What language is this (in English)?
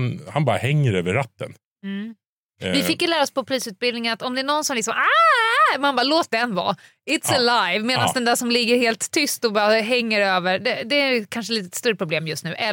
Swedish